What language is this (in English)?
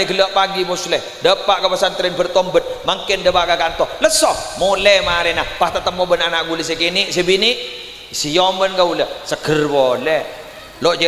Madurese